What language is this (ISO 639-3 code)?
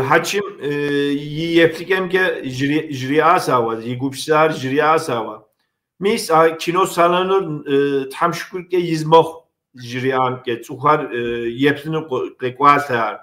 kbd